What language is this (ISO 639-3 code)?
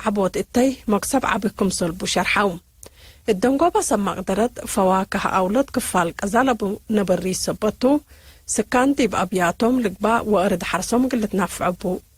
tig